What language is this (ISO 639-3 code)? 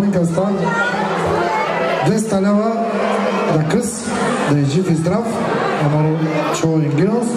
bul